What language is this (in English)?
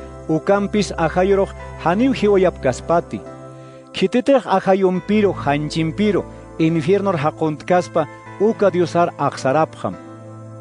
Aymara